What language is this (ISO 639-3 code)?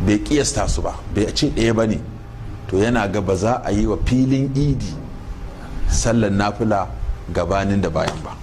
hau